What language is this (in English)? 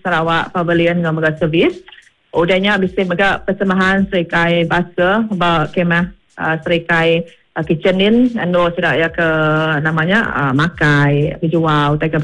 Iban